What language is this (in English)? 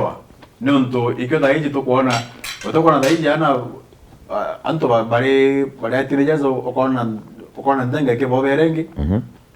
Meru